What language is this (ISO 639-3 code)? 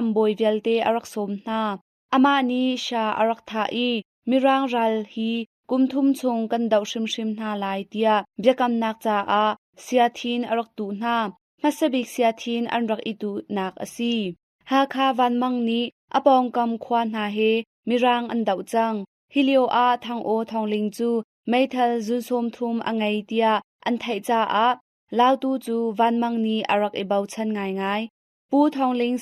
cnh